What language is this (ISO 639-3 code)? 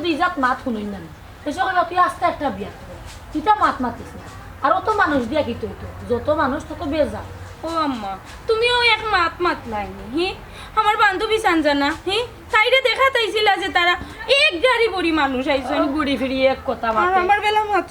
syl